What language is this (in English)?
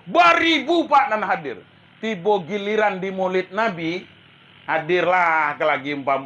Minangkabau